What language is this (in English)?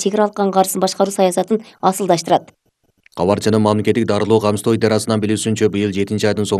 Kyrgyz